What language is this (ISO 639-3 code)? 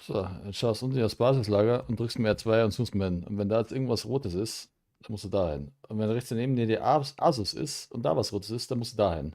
bar